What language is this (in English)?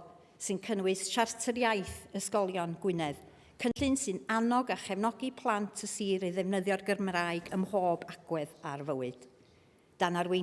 Welsh